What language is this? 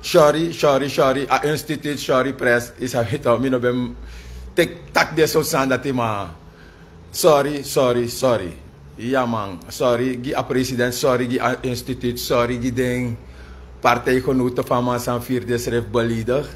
Sranan Tongo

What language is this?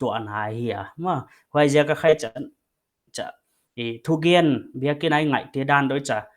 Paite Chin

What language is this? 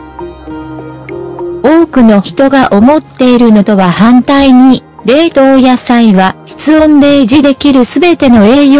Japanese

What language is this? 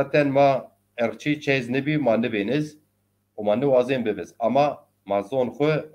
Zaza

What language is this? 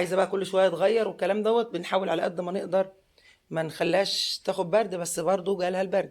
Egyptian Arabic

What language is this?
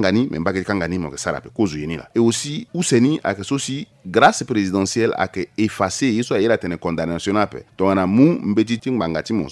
Sango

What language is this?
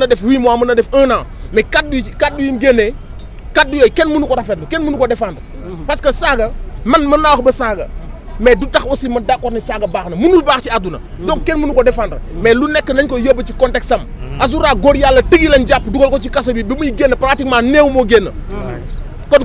Wolof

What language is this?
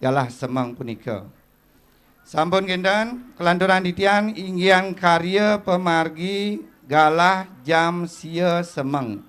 Balinese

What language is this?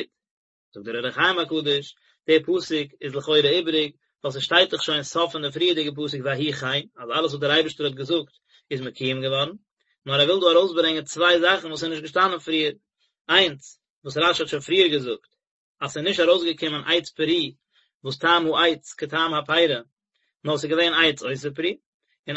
Yiddish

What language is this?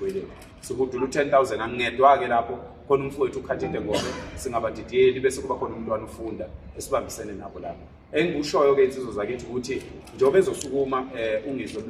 Zulu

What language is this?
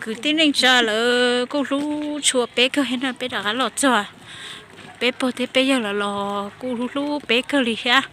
Hmong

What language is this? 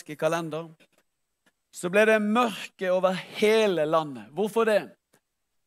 Norwegian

